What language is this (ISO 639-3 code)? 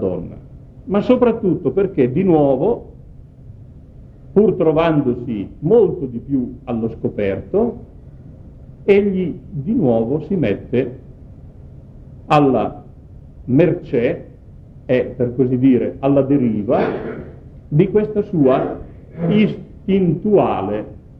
ita